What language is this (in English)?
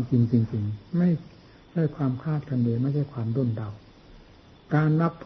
Thai